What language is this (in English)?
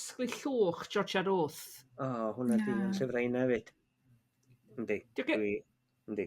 Welsh